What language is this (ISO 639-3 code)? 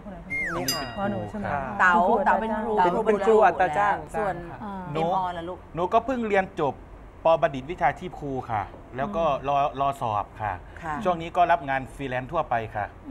tha